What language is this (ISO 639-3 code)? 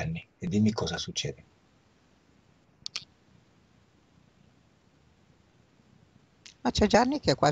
ita